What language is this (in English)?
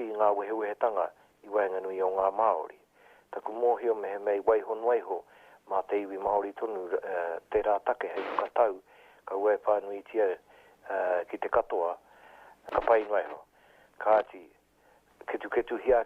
Māori